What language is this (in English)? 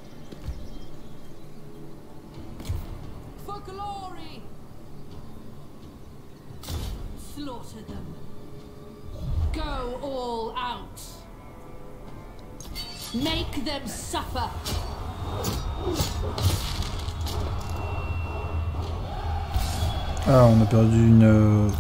French